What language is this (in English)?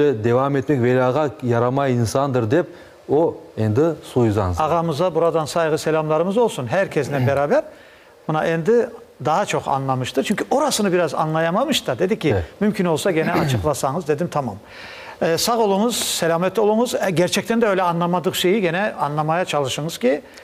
Crimean Tatar